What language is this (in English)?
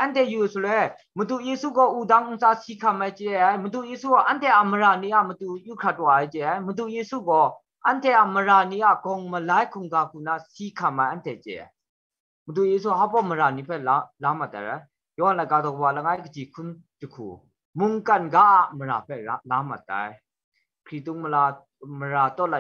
Kachin